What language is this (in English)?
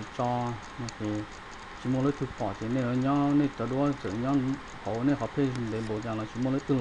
Hmong